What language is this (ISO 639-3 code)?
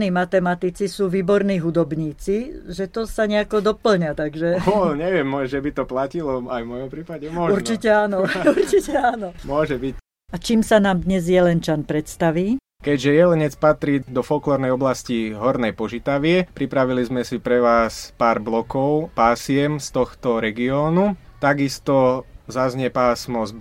slk